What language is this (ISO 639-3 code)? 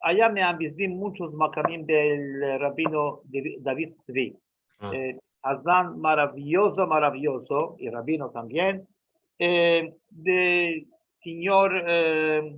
lad